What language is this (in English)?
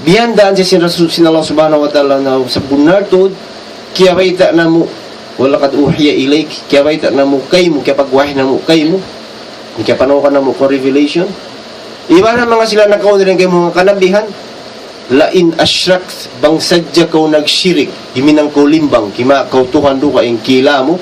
Tausug